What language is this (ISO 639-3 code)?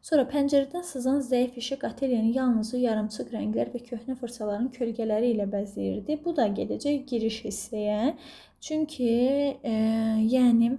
aze